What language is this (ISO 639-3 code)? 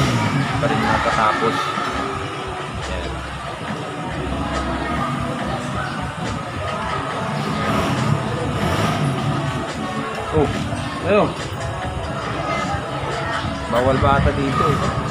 fil